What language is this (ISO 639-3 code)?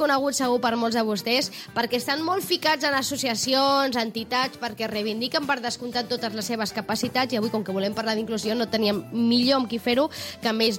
cat